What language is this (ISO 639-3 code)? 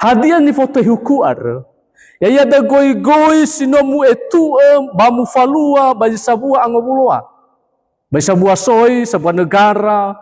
nia